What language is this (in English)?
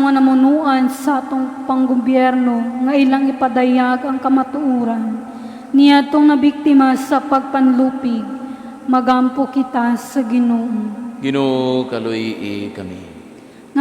Cebuano